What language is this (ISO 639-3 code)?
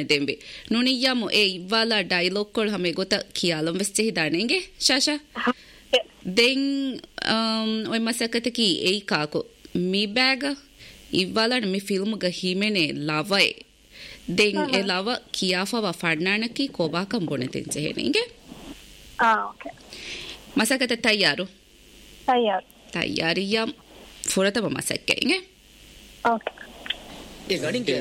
div